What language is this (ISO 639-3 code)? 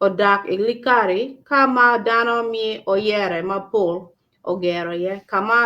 ach